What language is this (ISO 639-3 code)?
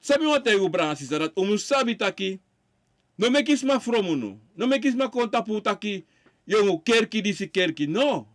srn